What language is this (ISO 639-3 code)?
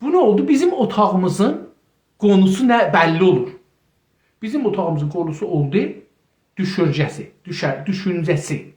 azb